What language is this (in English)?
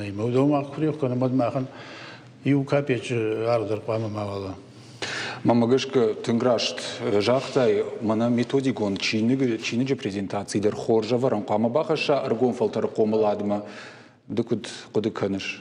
Ossetic